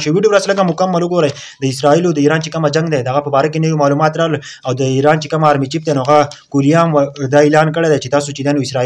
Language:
Pashto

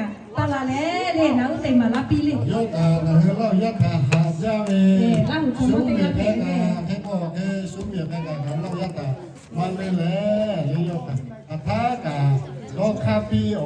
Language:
Lahu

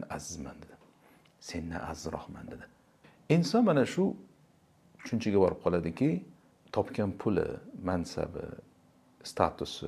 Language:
Uzbek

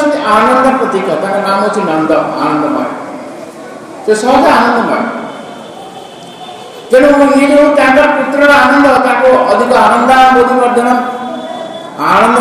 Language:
Odia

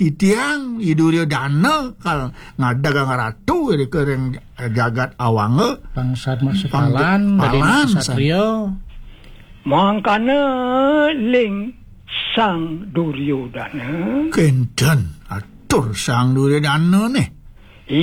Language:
Balinese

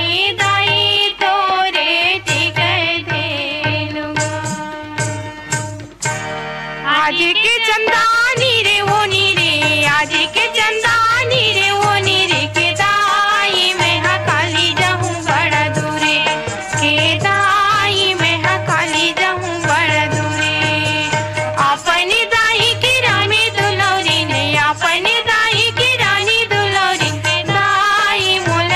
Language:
Chhattisgarhi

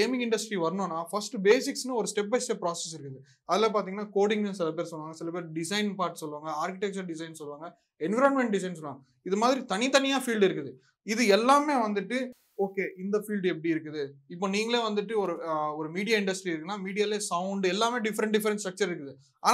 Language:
Tamil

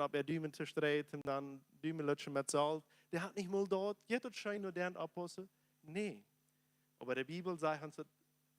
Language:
Plautdietsch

